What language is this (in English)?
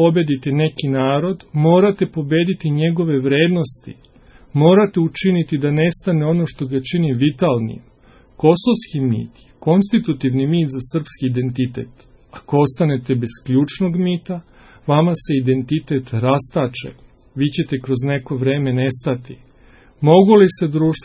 Serbian